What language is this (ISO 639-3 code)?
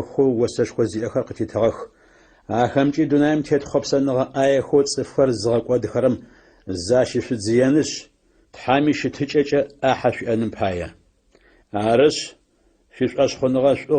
ady